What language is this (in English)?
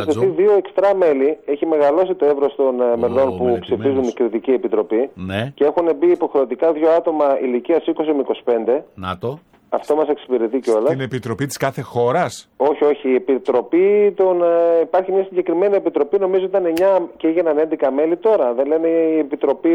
Greek